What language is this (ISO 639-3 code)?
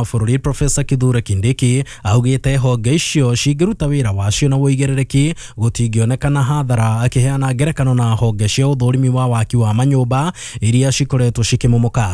kik